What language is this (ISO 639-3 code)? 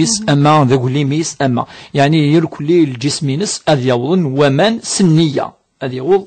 kab